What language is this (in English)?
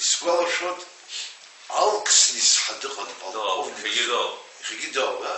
Abkhazian